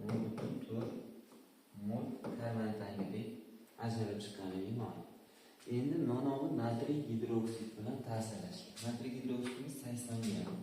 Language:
Uzbek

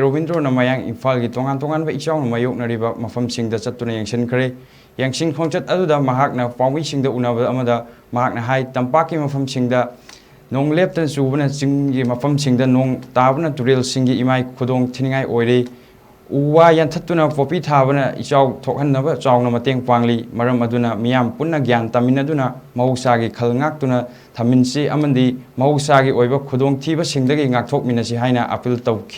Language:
Manipuri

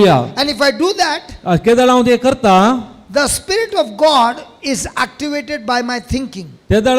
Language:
Konkani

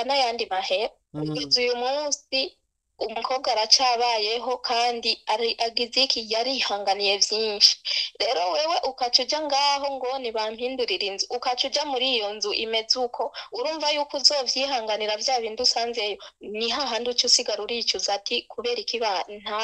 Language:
Rundi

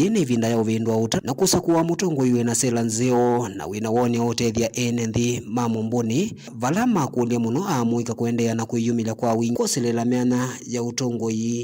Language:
Kamba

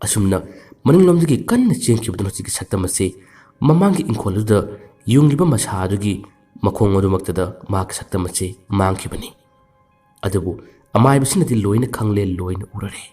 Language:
Manipuri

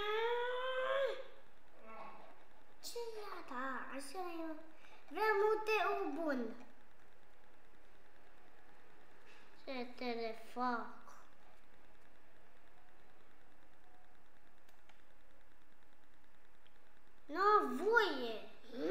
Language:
Romanian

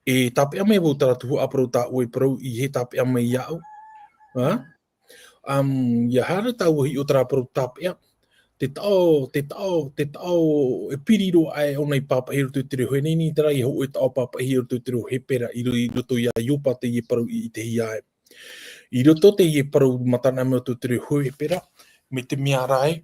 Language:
Tahitian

